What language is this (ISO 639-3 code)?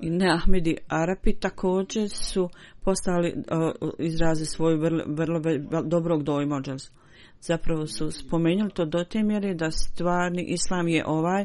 bos